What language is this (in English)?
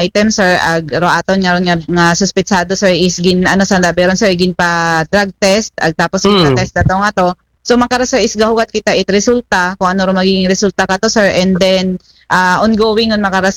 Aklanon